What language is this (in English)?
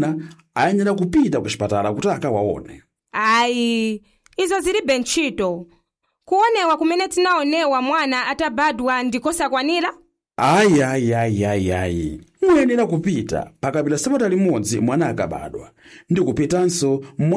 Nyanja